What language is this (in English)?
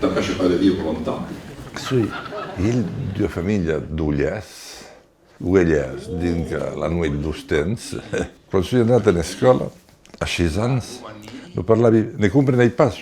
Occitan